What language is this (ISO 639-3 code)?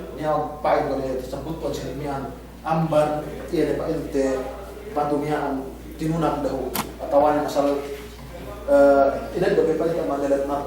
yka